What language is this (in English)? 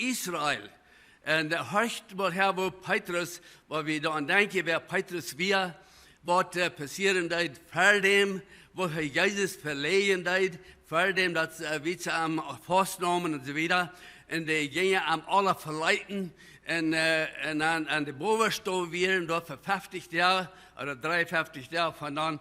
Plautdietsch